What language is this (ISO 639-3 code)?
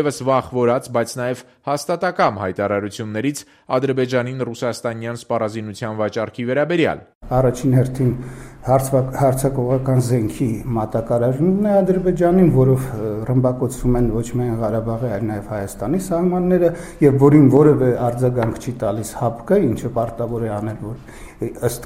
hye